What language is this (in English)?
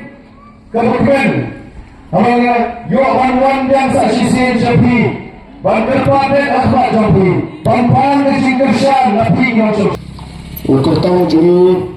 Khasi